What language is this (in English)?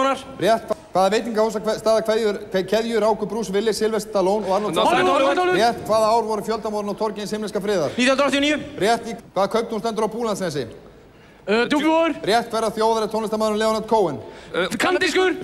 Icelandic